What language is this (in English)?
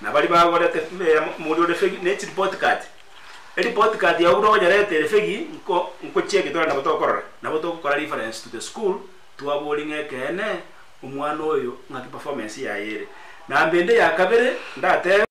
Gusii